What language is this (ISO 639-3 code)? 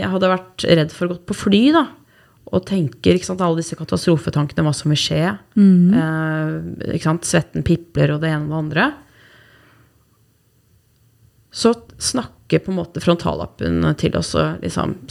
nor